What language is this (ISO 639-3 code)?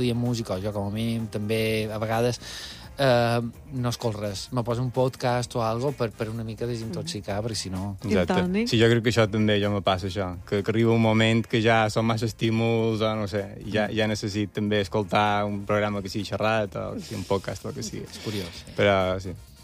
cat